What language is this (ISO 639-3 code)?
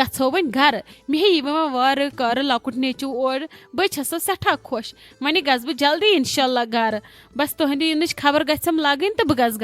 kas